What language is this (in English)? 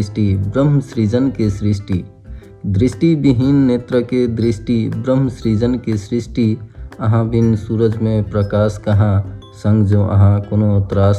Maithili